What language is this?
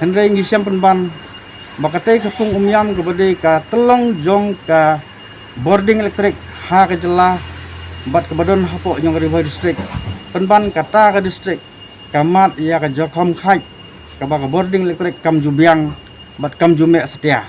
Khasi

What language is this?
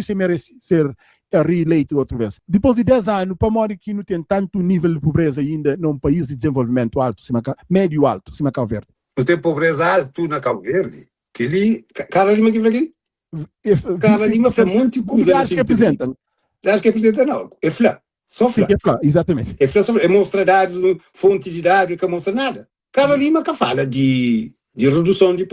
Kabuverdianu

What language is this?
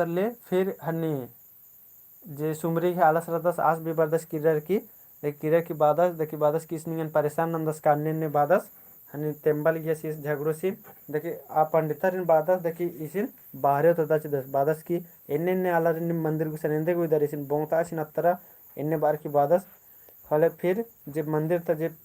Kurukh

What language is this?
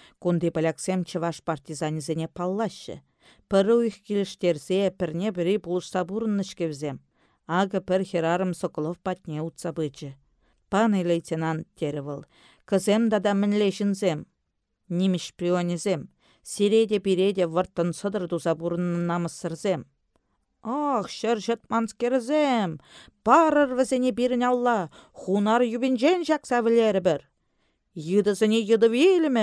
Chuvash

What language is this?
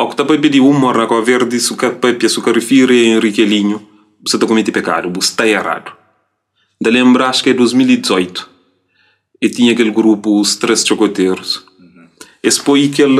Kabuverdianu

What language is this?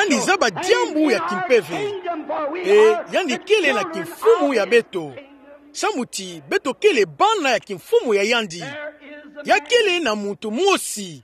Kituba (Democratic Republic of Congo)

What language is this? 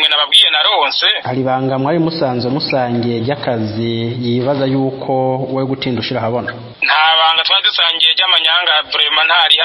Rundi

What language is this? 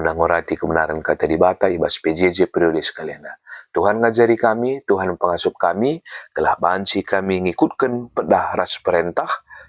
Batak Karo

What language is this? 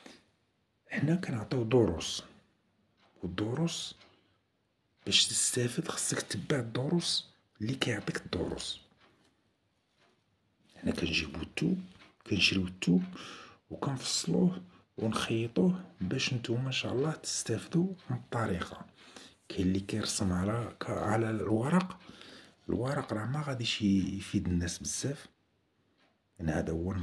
Moroccan Arabic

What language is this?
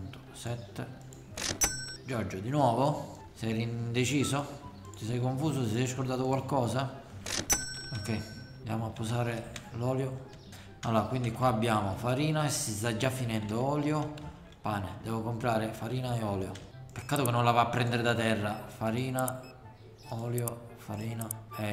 Italian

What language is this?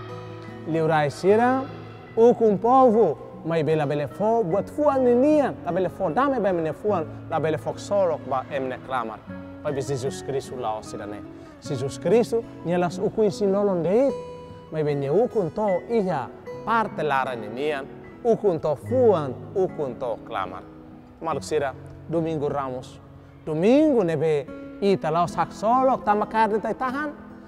Tetum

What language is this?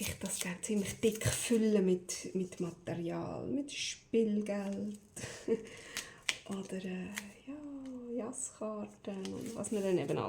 Swiss German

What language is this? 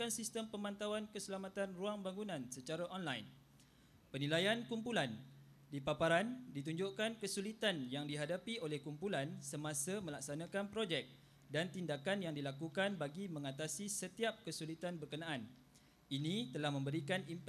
Malay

